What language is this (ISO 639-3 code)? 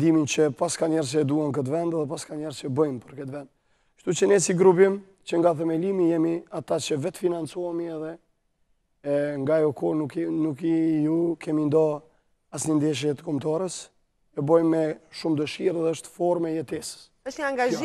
sqi